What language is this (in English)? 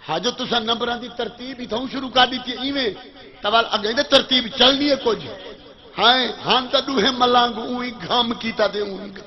Saraiki